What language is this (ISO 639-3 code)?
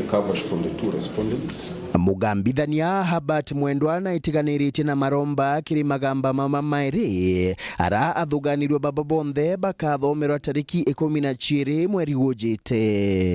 mer